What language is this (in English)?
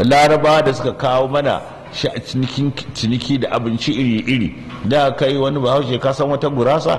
Hausa